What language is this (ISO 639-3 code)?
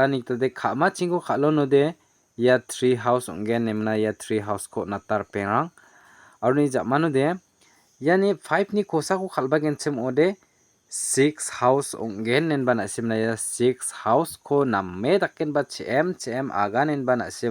grt